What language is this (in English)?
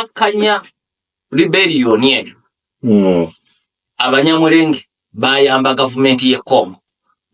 Ganda